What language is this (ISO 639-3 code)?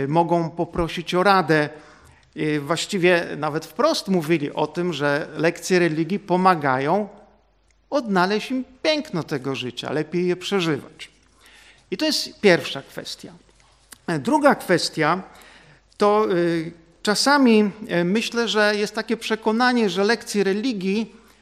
pol